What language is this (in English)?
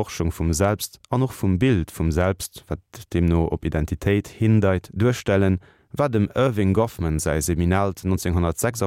Luxembourgish